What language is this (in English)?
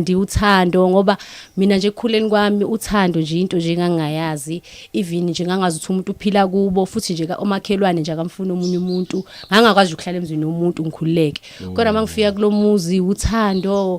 Zulu